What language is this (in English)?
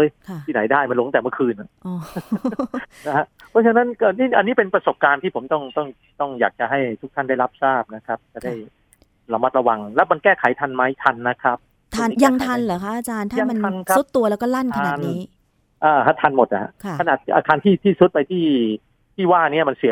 Thai